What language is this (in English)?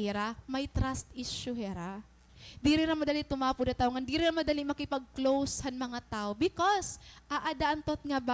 Waray